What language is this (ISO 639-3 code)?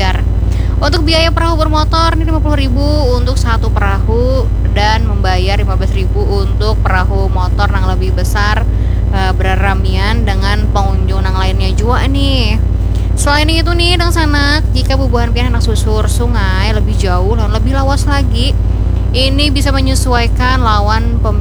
bjn